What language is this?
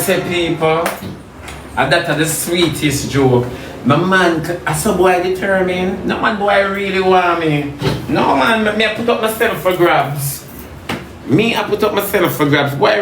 Jamaican Creole English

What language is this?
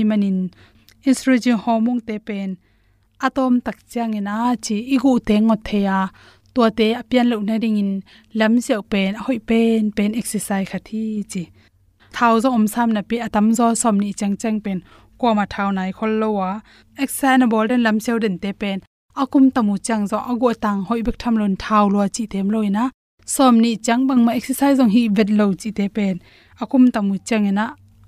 Tedim Chin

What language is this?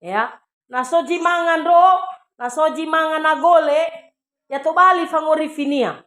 Nias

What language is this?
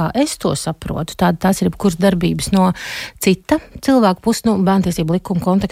Latvian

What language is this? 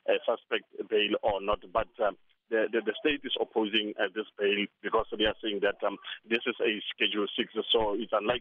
English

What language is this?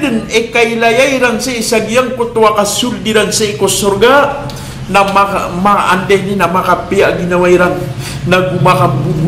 Maranao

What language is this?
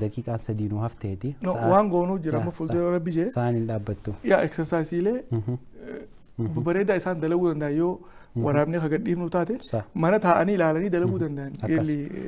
Oromo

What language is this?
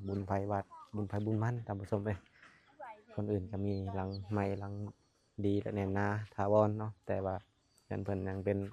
Lao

